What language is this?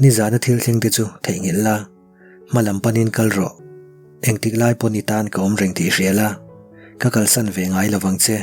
Mizo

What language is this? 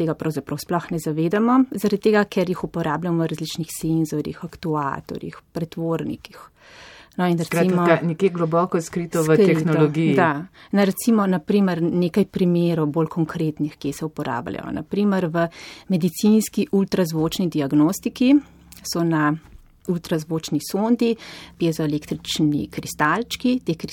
Slovenian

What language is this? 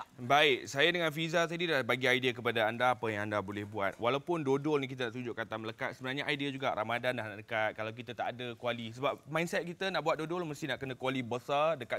Malay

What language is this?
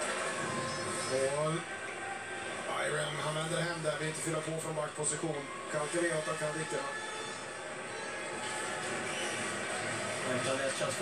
Swedish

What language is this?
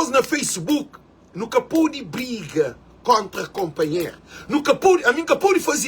Kabuverdianu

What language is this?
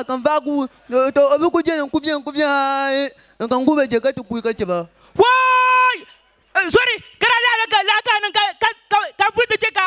Dagbani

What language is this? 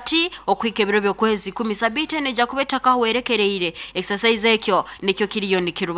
Nyoro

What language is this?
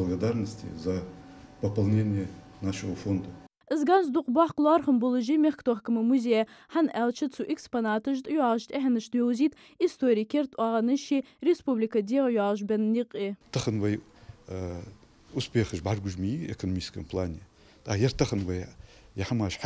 Ingush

